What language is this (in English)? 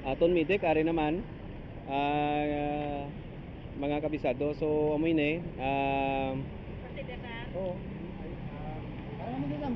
Hiligaynon